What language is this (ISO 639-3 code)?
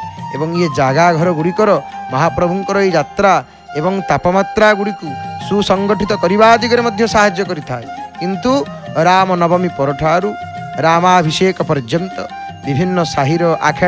ori